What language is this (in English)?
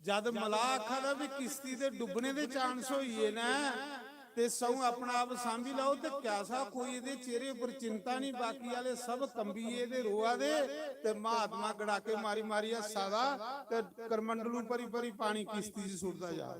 Dogri